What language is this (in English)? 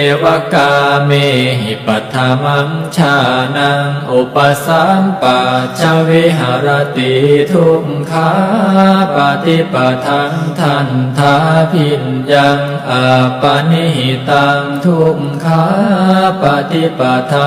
Pali